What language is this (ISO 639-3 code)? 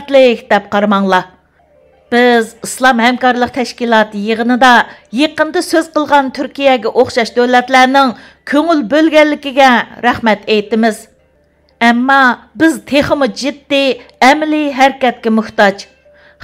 uig